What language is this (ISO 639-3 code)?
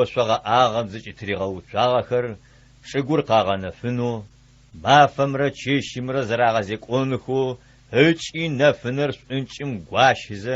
ady